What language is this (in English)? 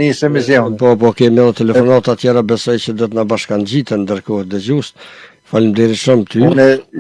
Albanian